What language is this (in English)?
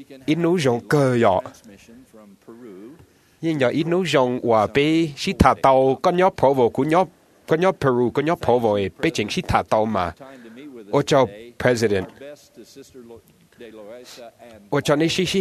Vietnamese